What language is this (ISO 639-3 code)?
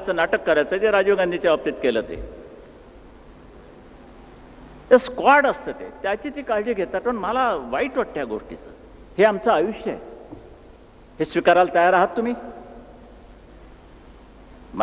mar